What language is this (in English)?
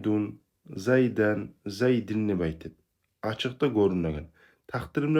Kumyk